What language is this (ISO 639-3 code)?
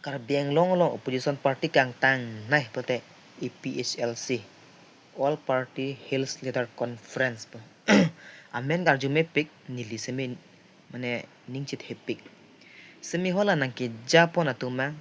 mjw